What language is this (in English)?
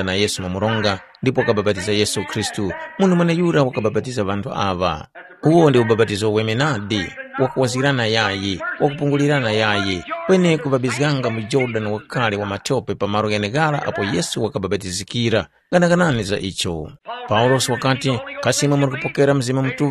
Tumbuka